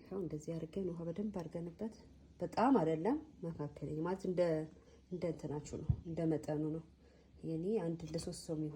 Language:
Amharic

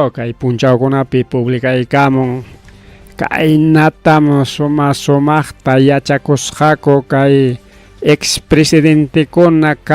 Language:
Ayacucho Quechua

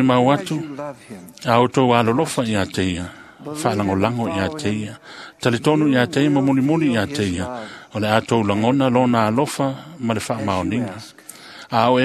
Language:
Samoan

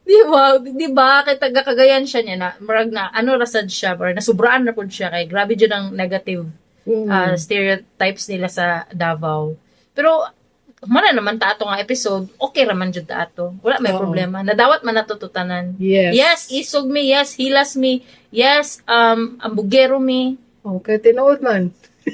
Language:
Cebuano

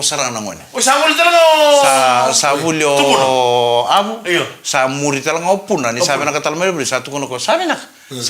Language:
Fijian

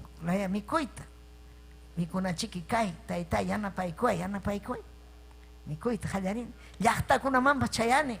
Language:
Ayacucho Quechua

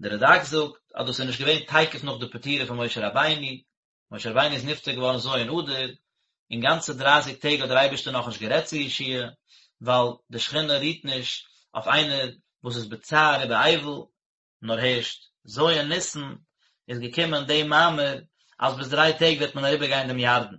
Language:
Yiddish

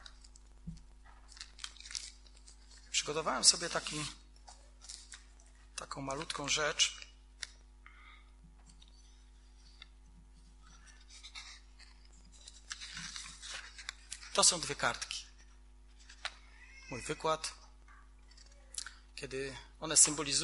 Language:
Polish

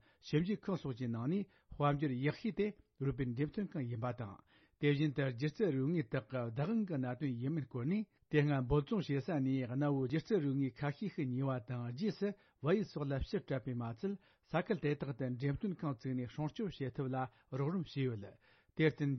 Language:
Tibetan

